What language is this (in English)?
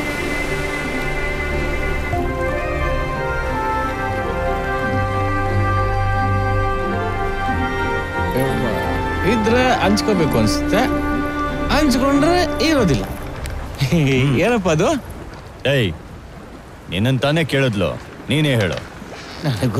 Kannada